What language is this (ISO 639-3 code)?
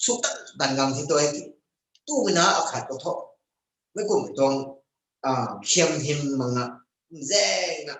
nbu